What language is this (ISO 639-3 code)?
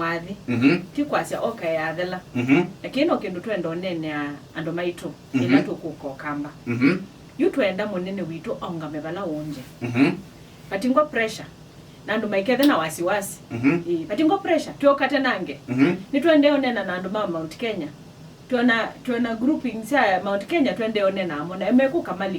kam